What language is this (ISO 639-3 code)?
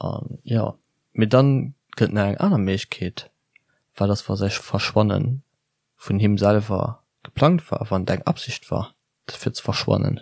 ltz